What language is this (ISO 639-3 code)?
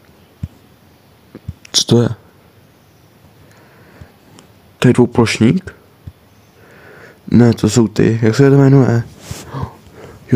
ces